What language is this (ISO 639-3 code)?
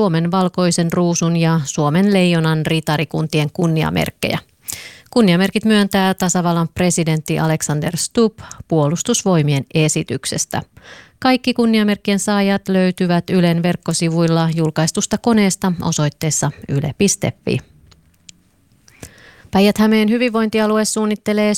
fin